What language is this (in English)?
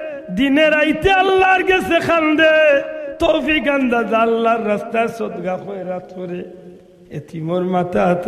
Sylheti